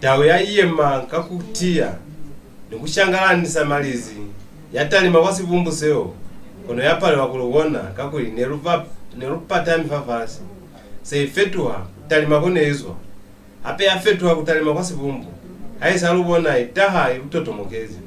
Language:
Lozi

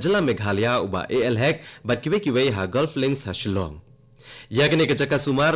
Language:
Khasi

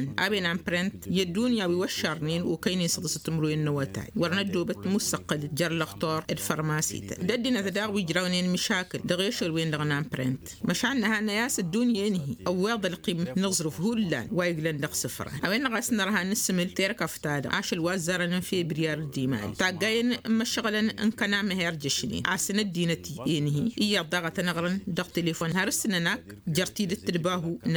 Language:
Tamasheq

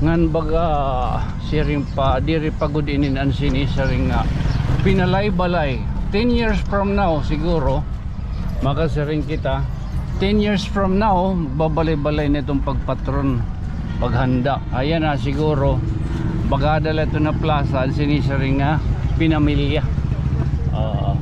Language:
Waray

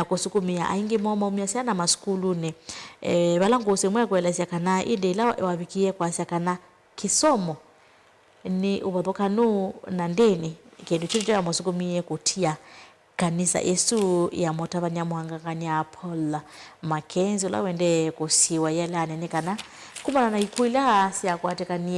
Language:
Kamba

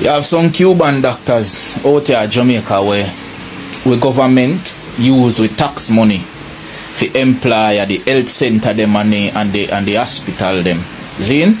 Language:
Jamaican Creole English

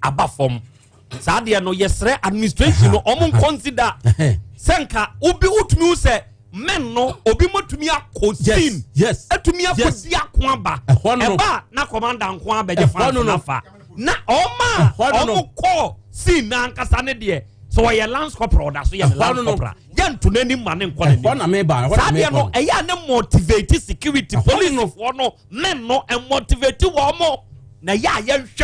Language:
Akan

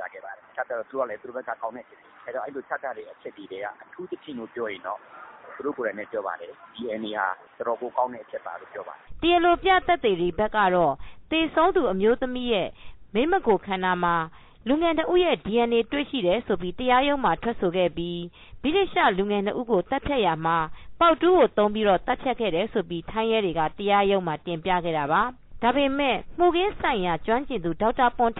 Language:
Burmese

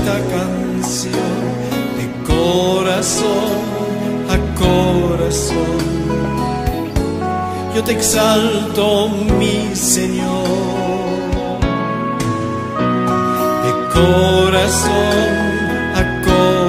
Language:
Spanish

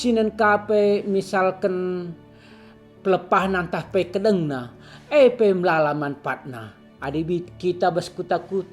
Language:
Batak Karo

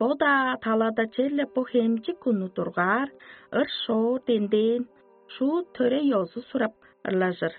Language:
Tuvinian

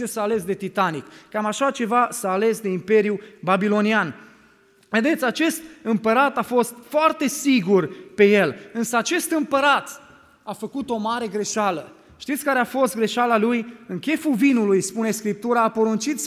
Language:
Romanian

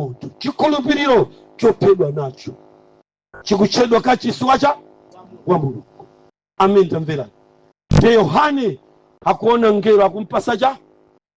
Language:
Nyanja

